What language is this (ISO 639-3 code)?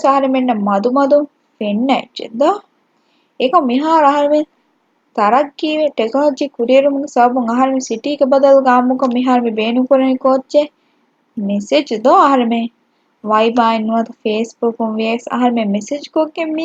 div